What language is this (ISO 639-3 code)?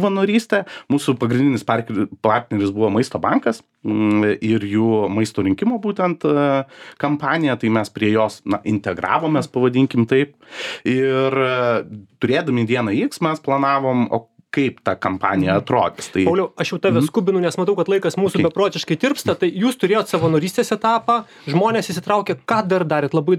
lit